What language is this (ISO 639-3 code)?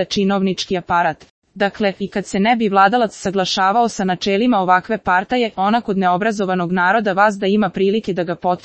srp